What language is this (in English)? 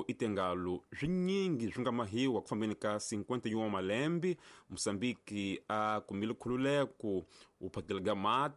Tsonga